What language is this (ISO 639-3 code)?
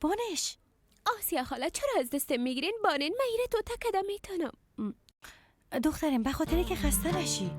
fas